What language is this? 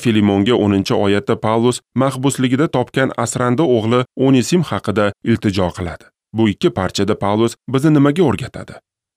Uzbek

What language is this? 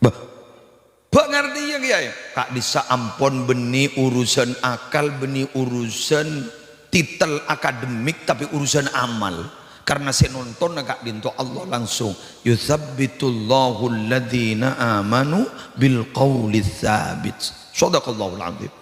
Madurese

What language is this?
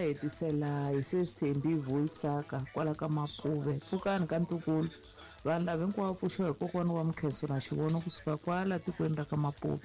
Tsonga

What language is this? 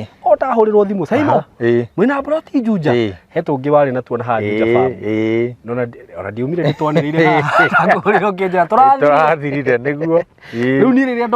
Kikuyu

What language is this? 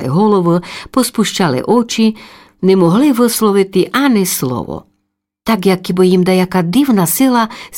Rusyn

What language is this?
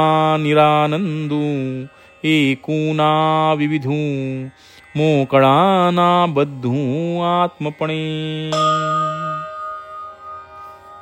Marathi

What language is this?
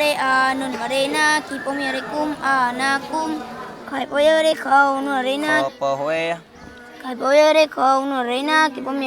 Achinese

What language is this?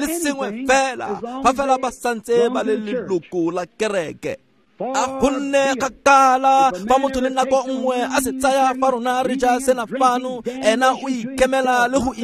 Tswana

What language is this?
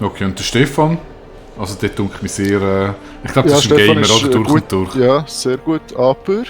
Swiss German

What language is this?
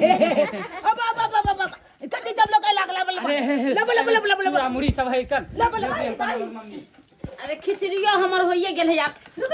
Maithili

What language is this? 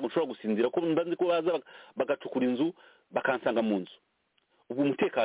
Kinyarwanda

